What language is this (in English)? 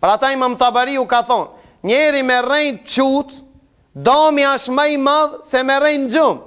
Albanian